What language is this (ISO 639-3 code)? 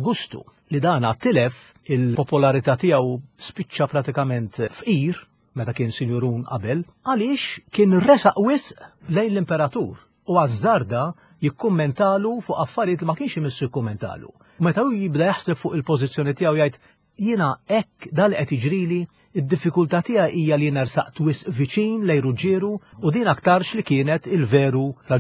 mlt